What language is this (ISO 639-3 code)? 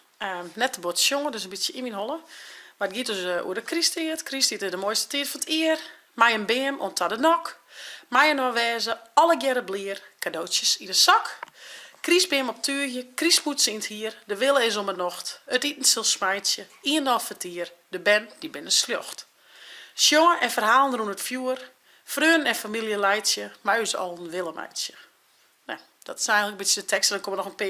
fry